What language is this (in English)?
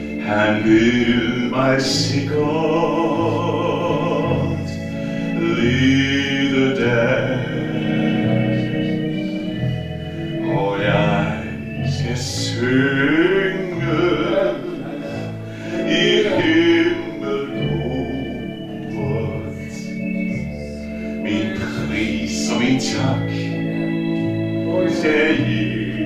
Danish